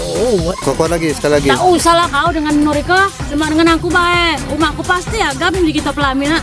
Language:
Musi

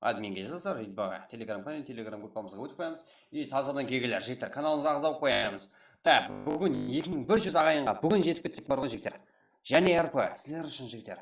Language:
Kara-Kalpak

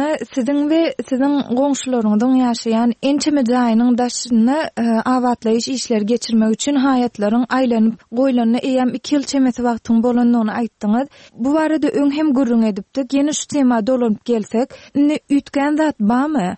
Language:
Turkmen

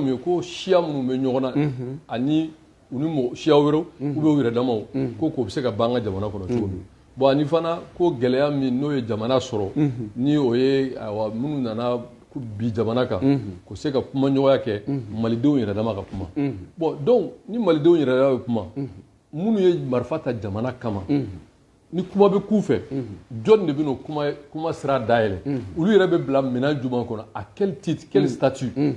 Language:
Bambara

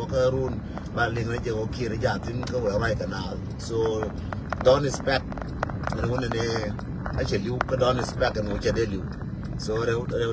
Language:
Nuer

